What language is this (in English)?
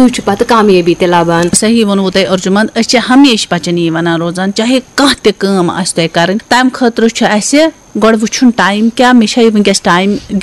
Kashmiri